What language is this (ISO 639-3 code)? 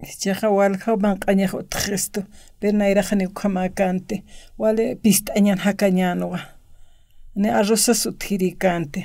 aym